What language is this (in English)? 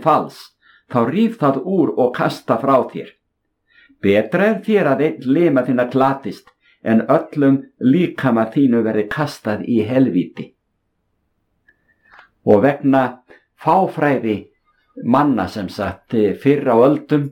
Icelandic